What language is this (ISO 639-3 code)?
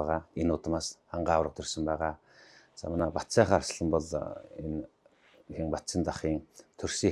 mon